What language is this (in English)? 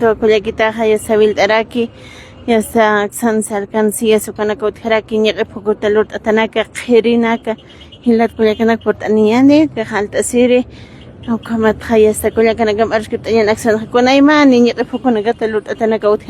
Aymara